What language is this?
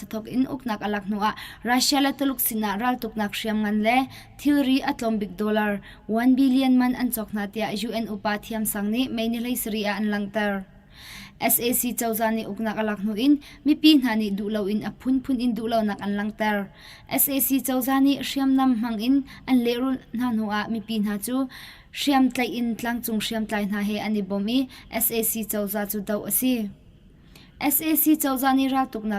Hakha Chin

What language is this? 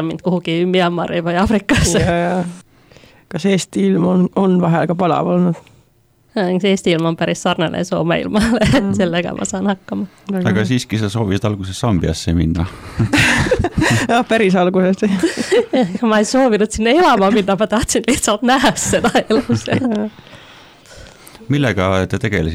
Estonian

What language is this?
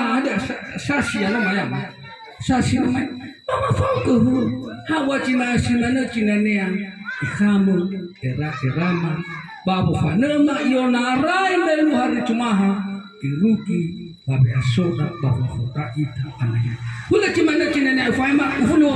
Nias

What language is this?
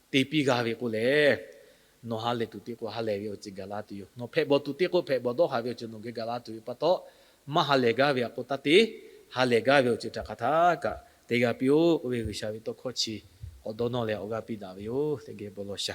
Lahu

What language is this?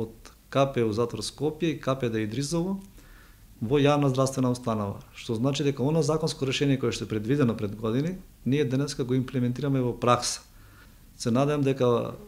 Macedonian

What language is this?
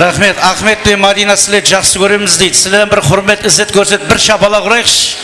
Kara-Kalpak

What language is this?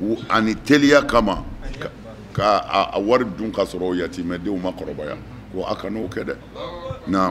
Bambara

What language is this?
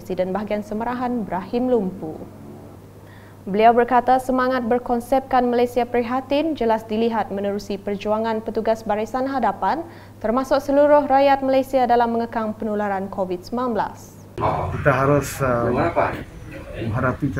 Malay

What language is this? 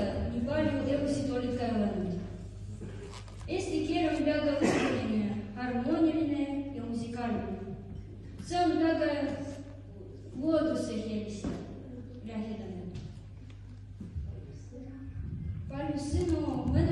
Estonian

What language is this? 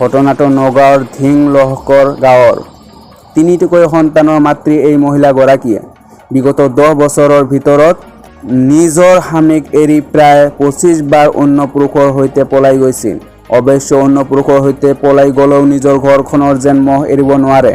Assamese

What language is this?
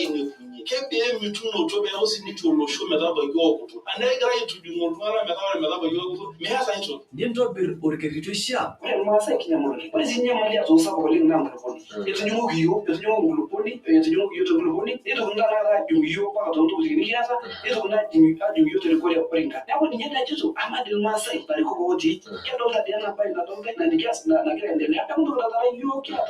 Masai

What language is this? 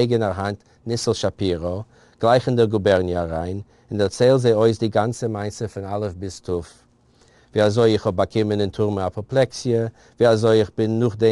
Yiddish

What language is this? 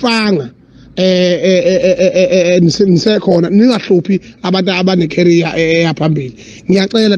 Zulu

